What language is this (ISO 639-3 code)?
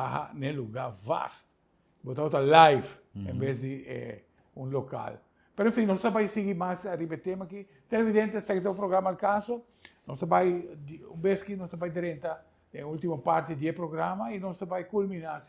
pap